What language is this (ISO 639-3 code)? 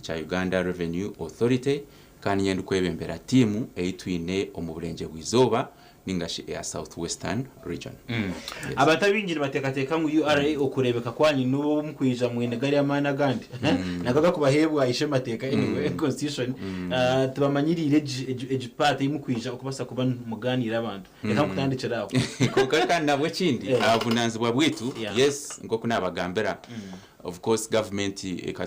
nyn